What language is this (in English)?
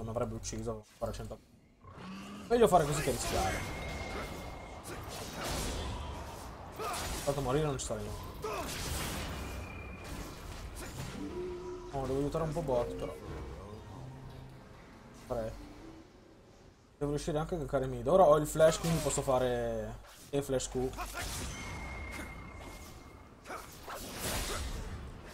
Italian